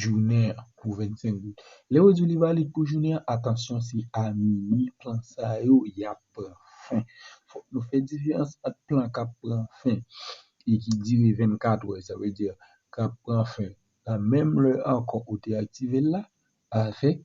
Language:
Haitian Creole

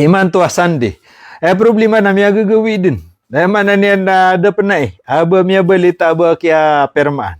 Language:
Maranao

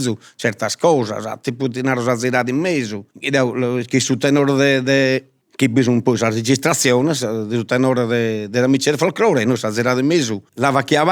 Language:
Sardinian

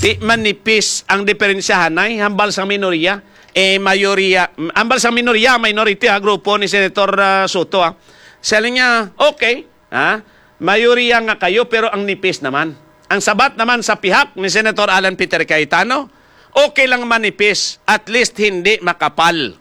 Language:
Hiligaynon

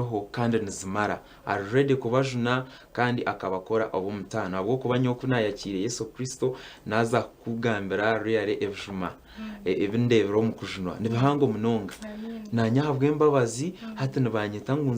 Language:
Nyankole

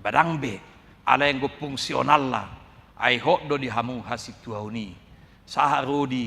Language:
Batak Toba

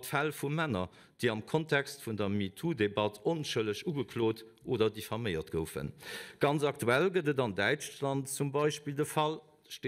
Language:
Luxembourgish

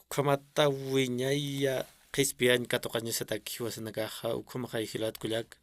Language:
Aymara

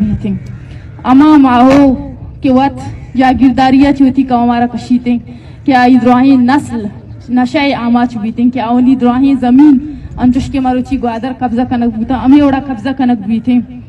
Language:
Eastern Balochi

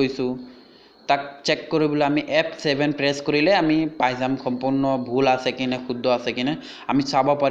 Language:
Assamese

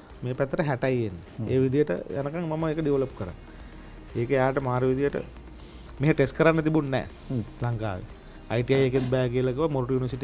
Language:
Sinhala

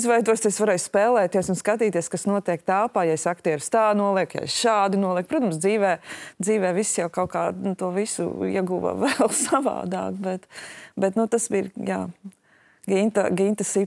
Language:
Latvian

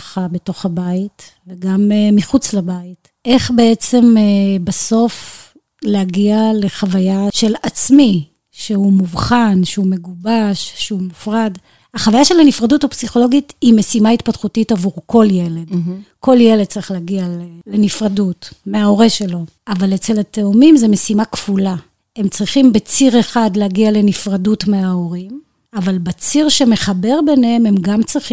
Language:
Hebrew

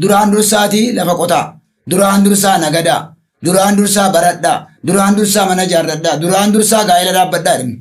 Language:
Oromo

